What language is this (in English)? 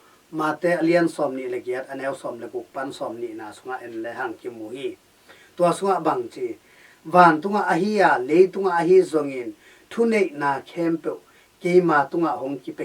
Tedim Chin